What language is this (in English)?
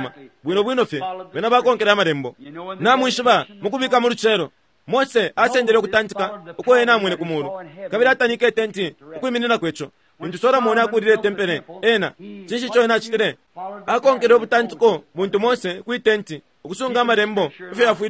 Bemba